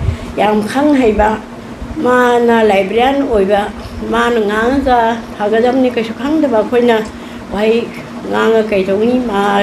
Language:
Manipuri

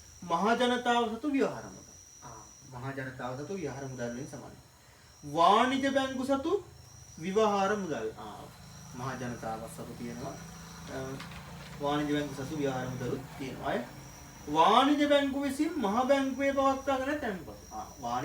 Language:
Sinhala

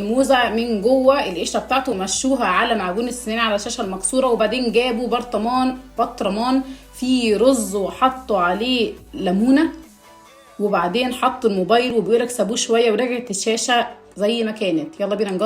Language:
Egyptian Arabic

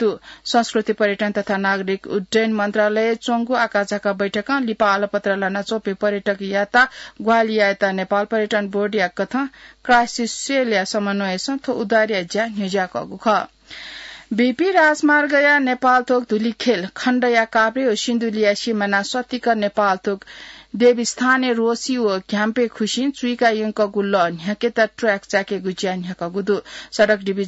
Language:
Newari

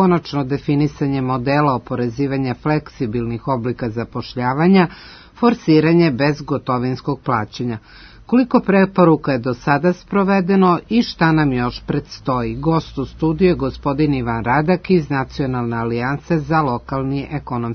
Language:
Serbian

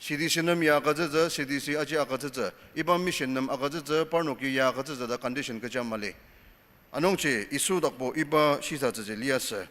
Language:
Ao Naga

